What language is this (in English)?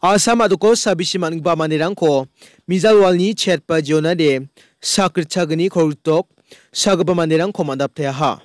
Garo